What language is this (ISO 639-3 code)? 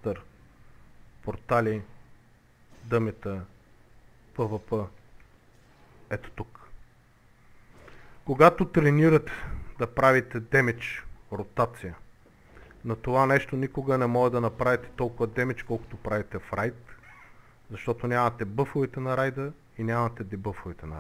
bul